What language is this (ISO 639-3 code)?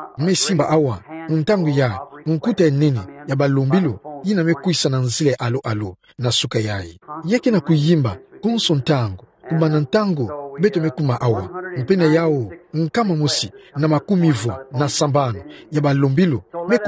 ktu